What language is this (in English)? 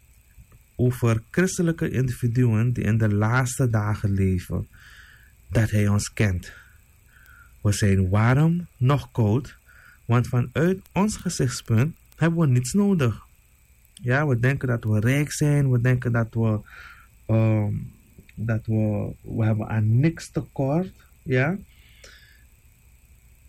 Dutch